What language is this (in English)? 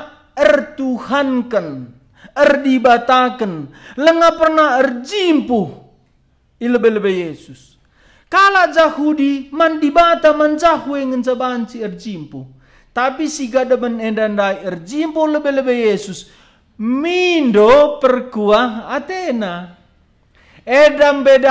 Batak Karo